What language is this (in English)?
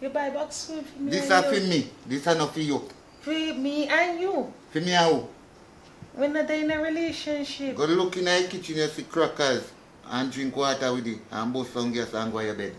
Jamaican Creole English